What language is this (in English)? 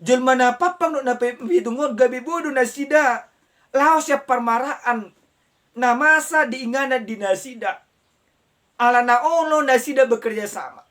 Batak Toba